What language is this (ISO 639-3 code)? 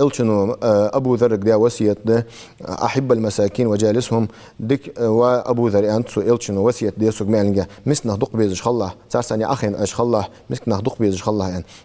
inh